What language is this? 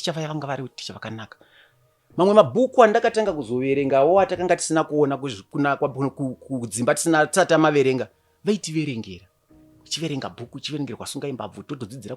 Shona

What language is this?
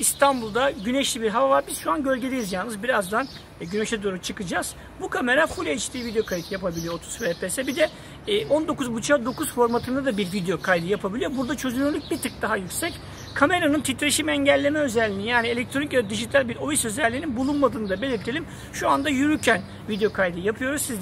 Turkish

